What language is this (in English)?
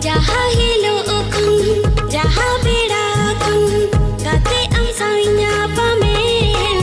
Santali